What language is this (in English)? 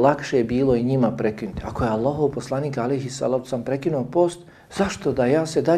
Bosnian